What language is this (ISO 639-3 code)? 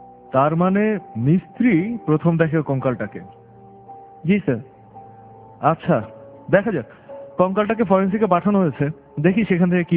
ben